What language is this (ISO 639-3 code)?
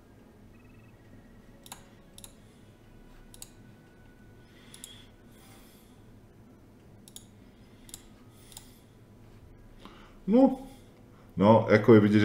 ces